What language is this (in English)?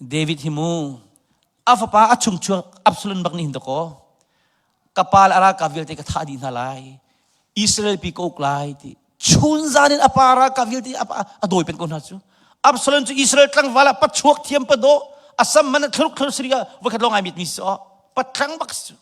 Hakha Chin